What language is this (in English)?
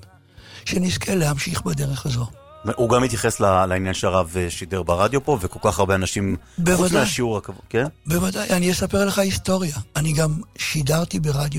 Hebrew